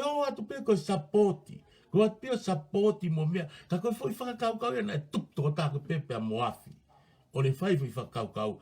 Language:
Tongan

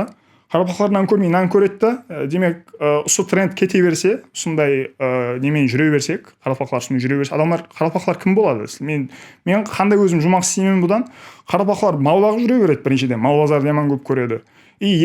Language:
Kara-Kalpak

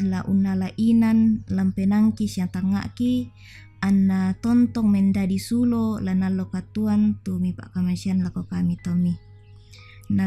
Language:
Toraja-Sa'dan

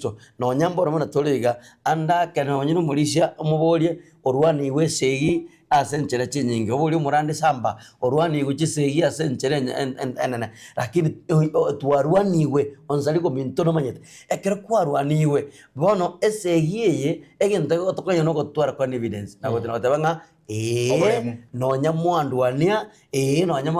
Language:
Gusii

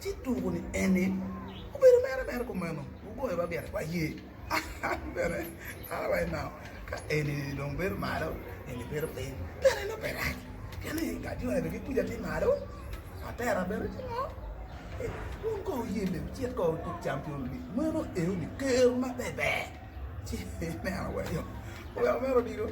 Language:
Acoli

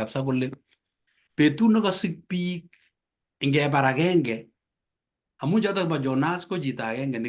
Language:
Kalenjin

